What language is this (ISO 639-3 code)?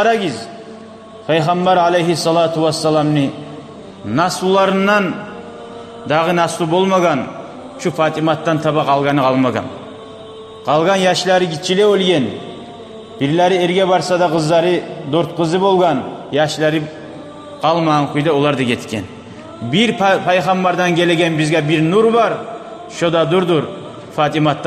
kum